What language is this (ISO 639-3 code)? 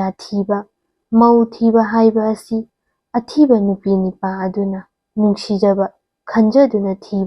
mni